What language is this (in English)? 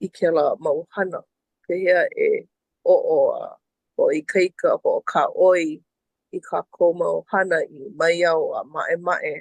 Hawaiian